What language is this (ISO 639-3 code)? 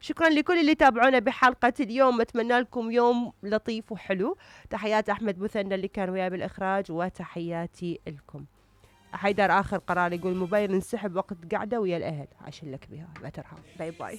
acm